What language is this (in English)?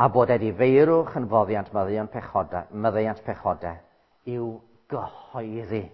Welsh